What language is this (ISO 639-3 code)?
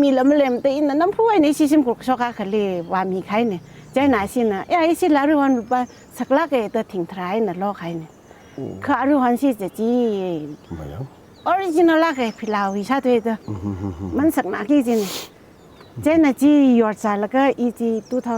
nmf